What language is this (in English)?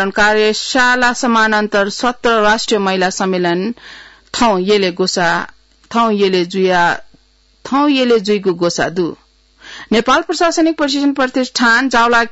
Newari